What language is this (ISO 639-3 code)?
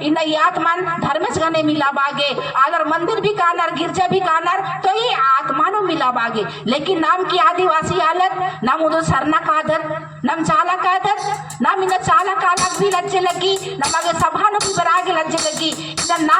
kru